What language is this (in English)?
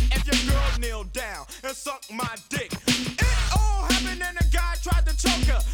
Basque